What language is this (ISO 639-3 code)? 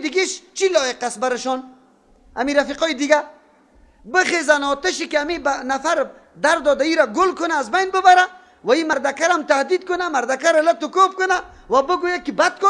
fas